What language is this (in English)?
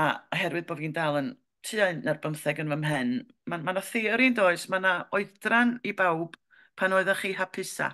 Welsh